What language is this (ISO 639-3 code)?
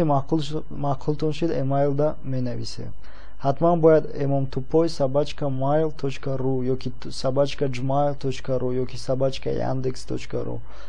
tgk